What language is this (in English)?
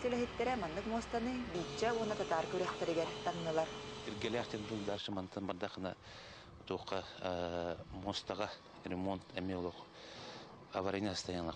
Yakut